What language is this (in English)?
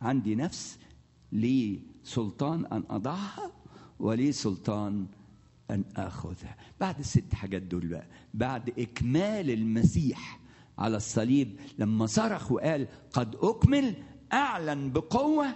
Egyptian Arabic